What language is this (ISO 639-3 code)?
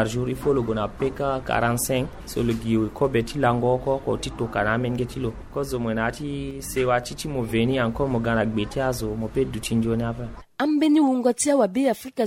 sag